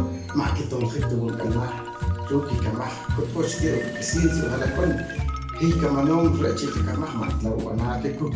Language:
Poqomchi'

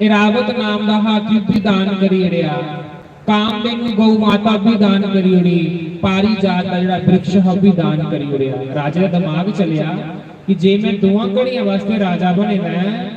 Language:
Dogri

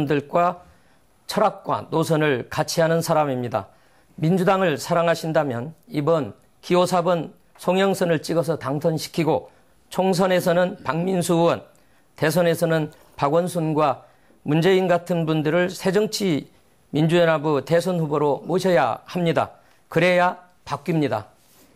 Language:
Korean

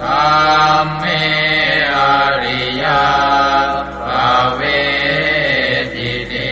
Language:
Pali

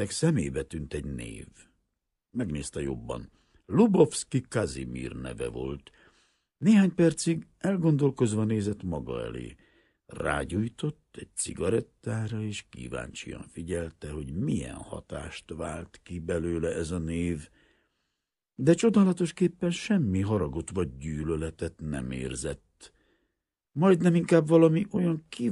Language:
Hungarian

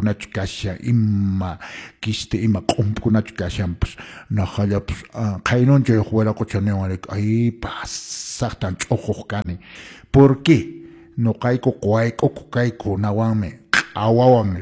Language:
Quechua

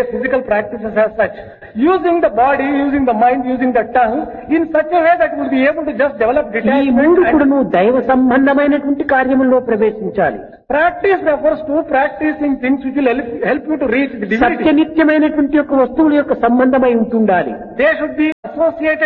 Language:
Telugu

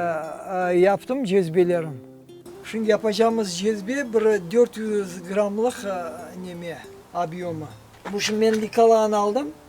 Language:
Crimean Tatar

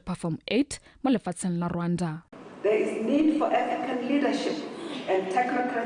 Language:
Tswana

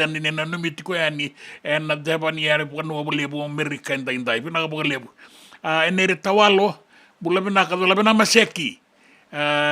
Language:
Fijian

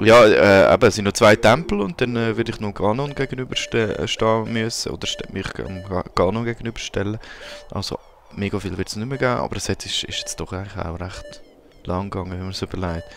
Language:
Swiss German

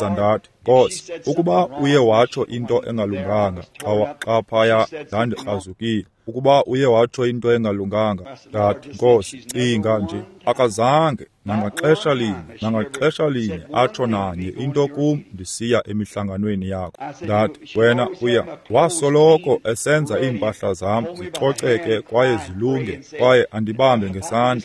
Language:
Xhosa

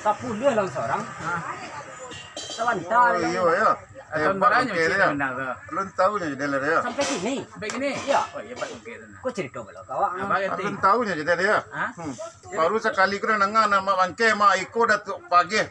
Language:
Minangkabau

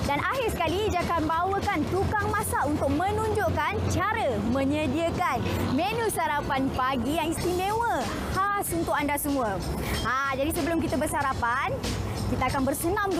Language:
Malay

